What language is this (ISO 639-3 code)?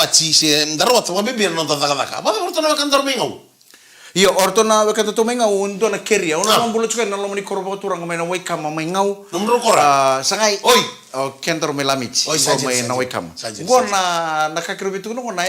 fij